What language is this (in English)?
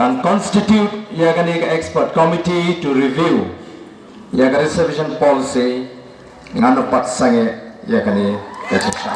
Khasi